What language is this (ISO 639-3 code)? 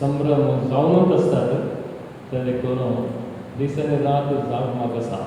kok